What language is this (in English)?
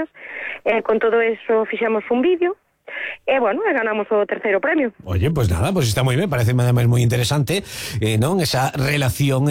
Galician